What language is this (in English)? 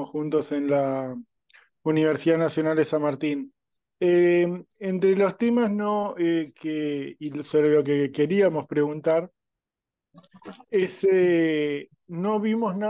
Spanish